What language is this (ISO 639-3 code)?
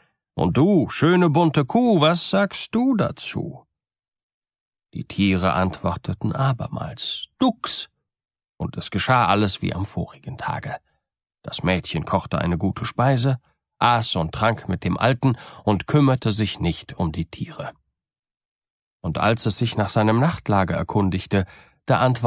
deu